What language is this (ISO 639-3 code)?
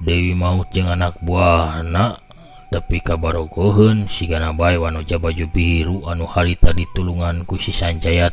sun